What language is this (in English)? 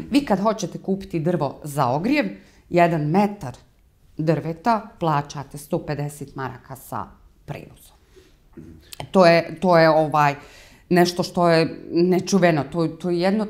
Bosnian